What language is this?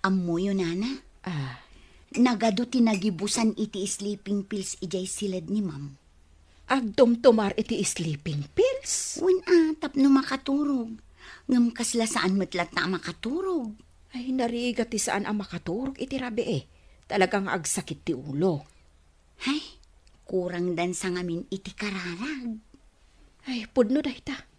Iloko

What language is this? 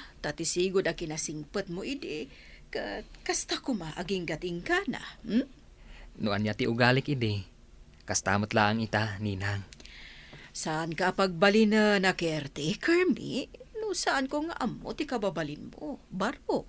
Iloko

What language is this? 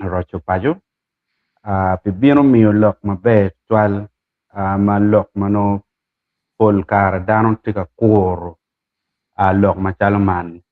Acoli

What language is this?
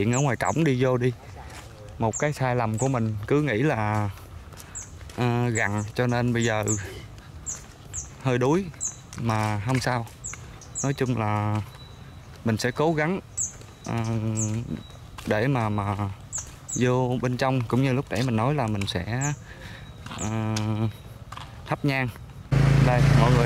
Vietnamese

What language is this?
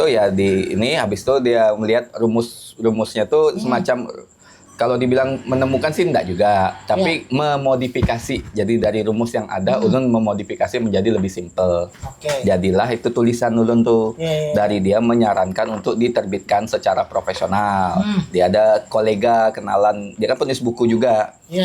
Banjar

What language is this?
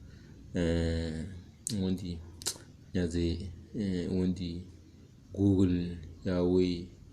Tem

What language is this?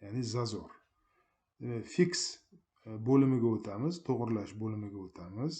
Uzbek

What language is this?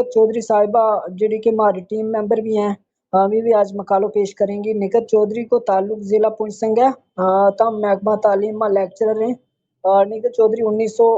Gujari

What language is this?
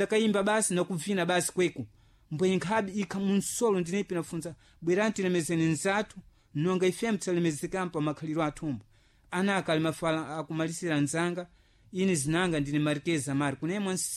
Sena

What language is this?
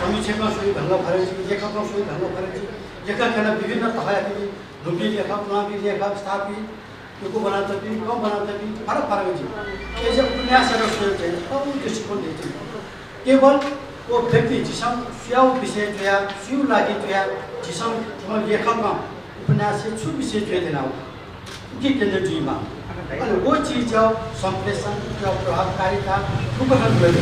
Newari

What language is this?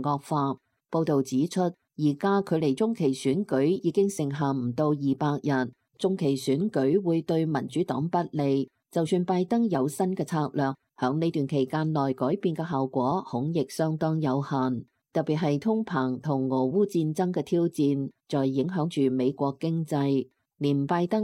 Cantonese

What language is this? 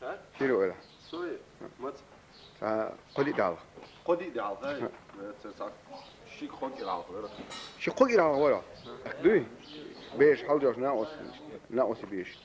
Chechen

